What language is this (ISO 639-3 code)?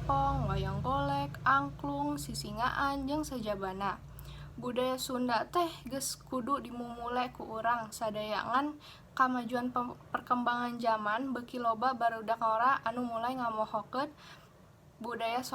sun